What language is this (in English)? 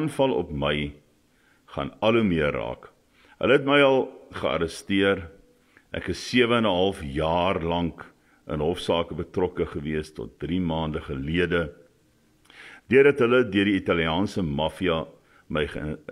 Afrikaans